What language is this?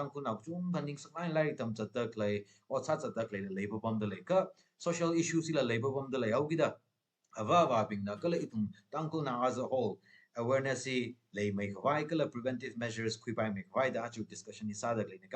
Tangkhul Naga (India)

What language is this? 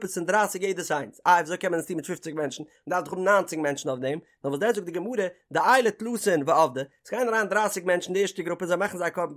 Yiddish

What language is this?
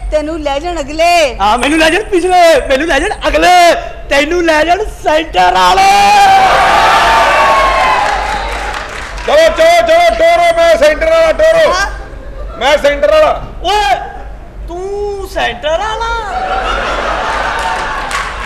Punjabi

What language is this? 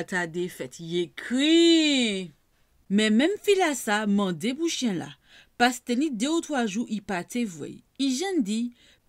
Guadeloupean Creole French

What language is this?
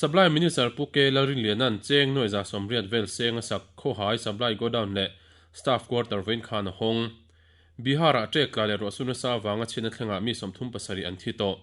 Mizo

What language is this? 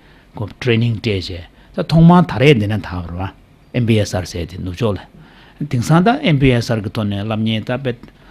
Tibetan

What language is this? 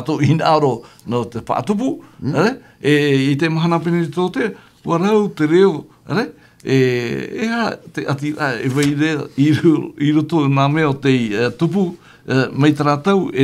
Tahitian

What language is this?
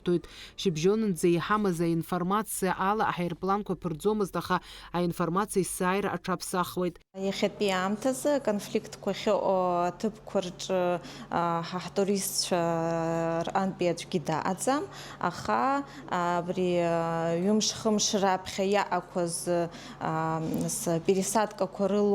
Abkhazian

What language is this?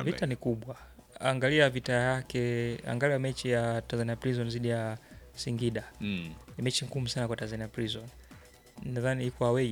Swahili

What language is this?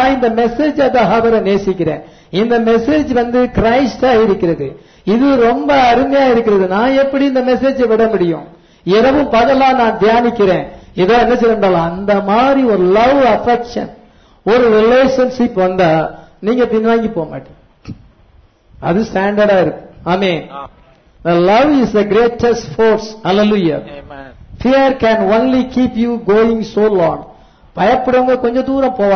Tamil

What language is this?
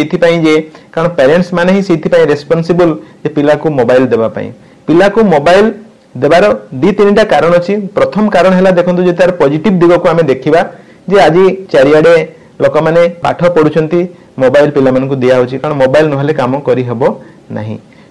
Odia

